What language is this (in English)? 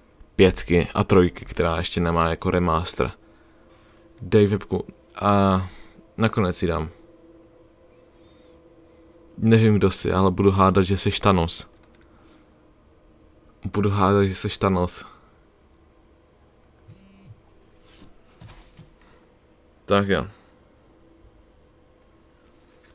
Czech